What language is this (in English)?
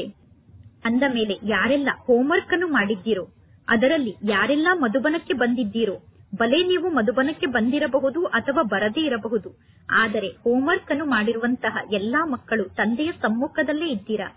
Kannada